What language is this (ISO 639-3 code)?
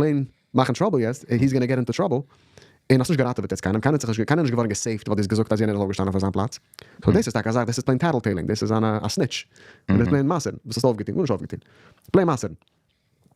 yid